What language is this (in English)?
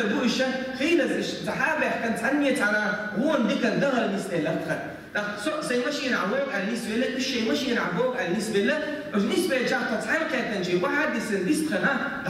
Chechen